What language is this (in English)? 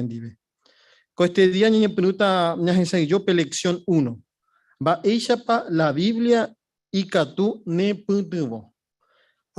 Guarani